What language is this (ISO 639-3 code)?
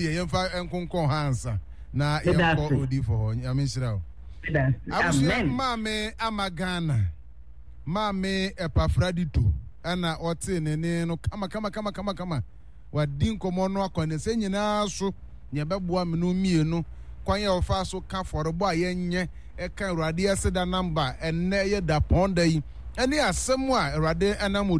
aka